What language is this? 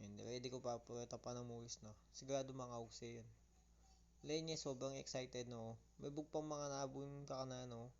Pampanga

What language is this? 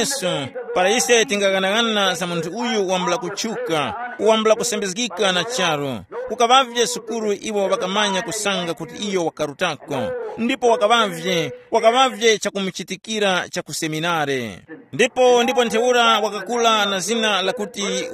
Tumbuka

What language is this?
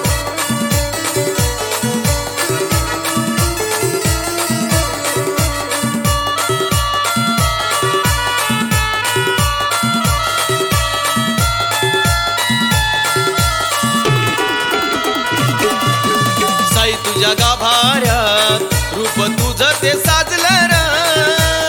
Marathi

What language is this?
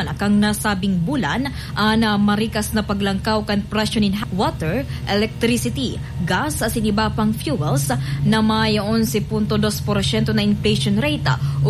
Bikol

